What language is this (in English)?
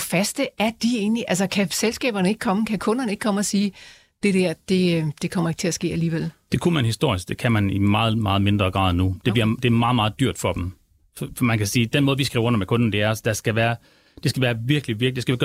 Danish